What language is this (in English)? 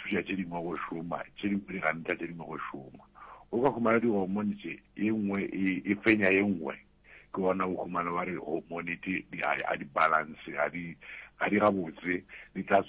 Northern Sotho